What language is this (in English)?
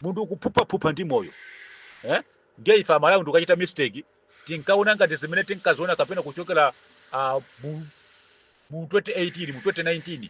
Nyanja